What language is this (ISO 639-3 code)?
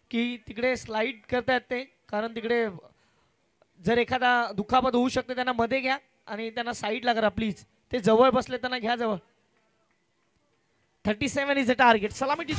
mar